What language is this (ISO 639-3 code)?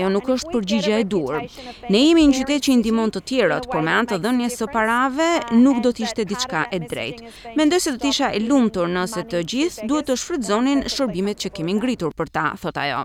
sqi